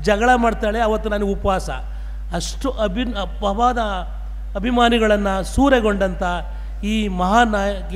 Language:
Kannada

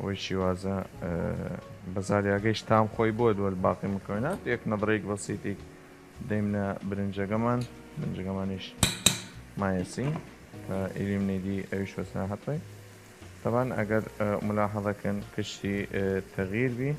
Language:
Southern Kurdish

